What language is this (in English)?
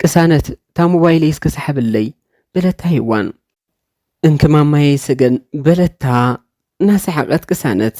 Tigrinya